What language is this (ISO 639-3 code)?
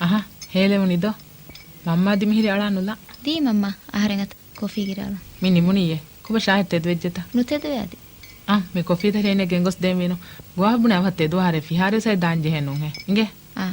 div